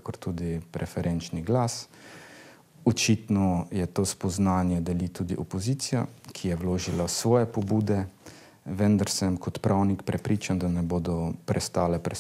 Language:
Slovenian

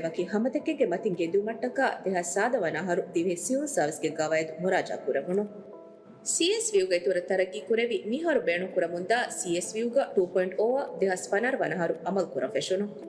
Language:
Divehi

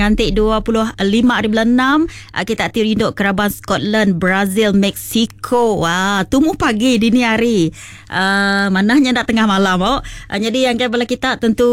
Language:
Iban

